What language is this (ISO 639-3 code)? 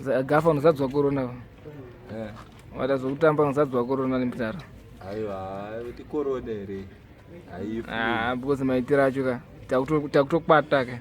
sna